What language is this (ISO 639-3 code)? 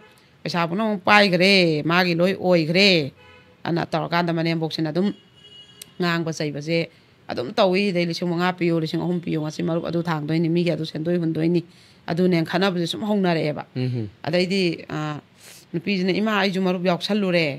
mni